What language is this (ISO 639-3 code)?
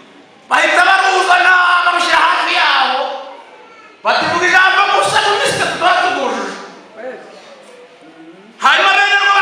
kin